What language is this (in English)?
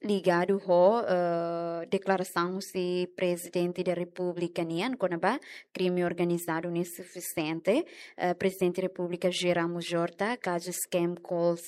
Tetum